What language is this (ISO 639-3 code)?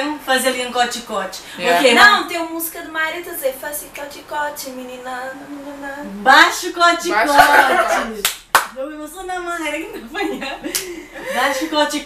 kea